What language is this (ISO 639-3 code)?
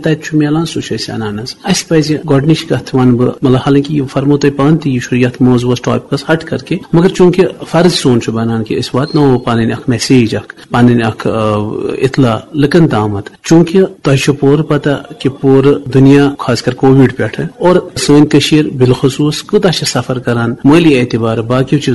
kas